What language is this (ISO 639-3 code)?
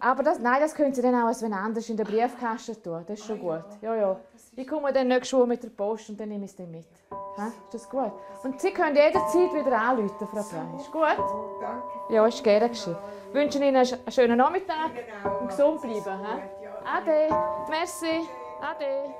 roh